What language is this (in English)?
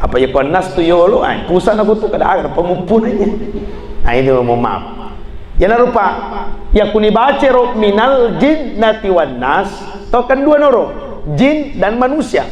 Buginese